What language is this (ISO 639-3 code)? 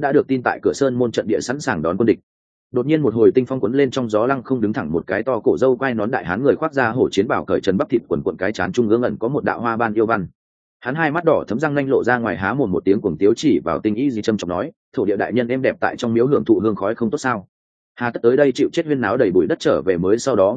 vie